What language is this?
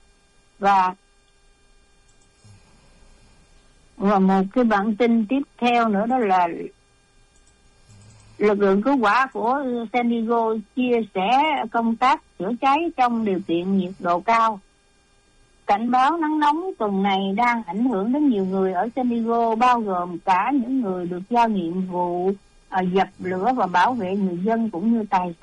Vietnamese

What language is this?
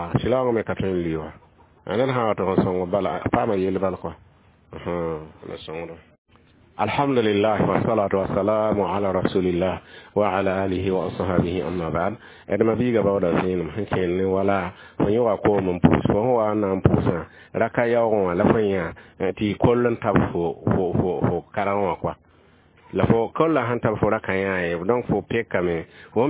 Mossi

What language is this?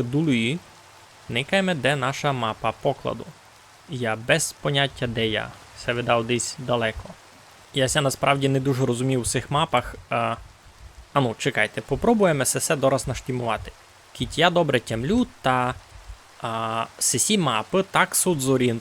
Rusyn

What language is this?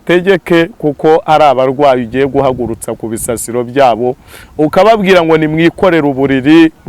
Kinyarwanda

